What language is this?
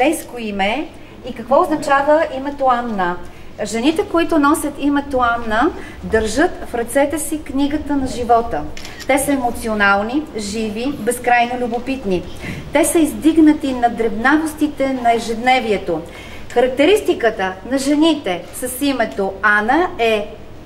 Bulgarian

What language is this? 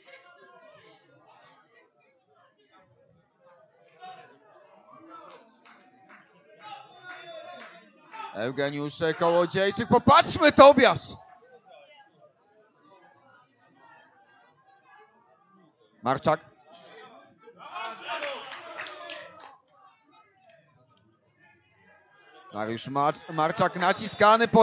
Polish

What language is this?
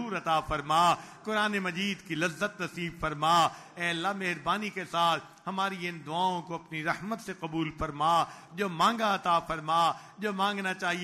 Urdu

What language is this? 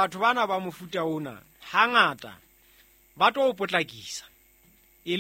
Southern Sotho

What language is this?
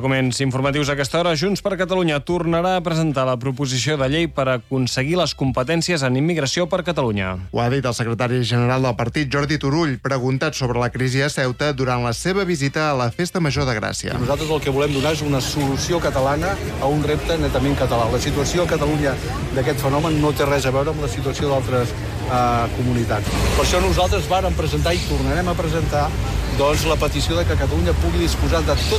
Catalan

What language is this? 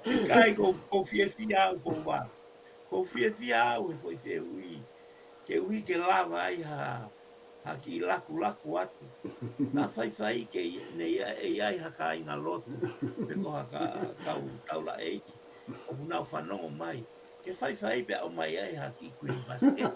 Tongan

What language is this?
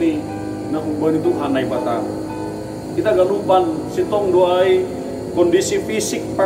Batak Simalungun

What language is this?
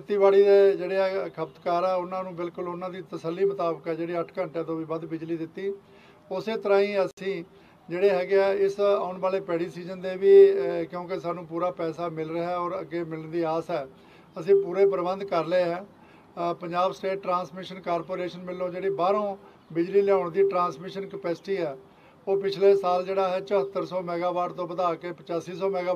Punjabi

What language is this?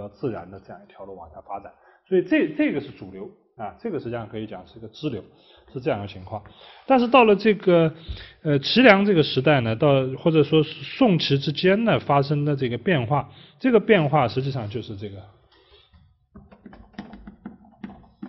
Chinese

